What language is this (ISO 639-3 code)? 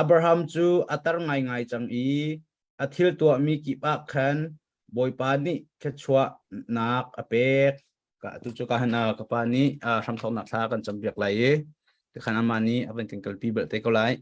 cnh